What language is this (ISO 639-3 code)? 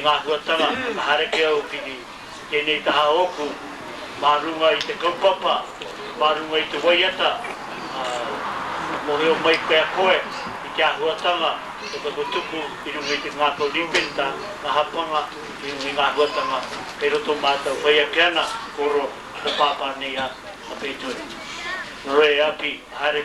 mri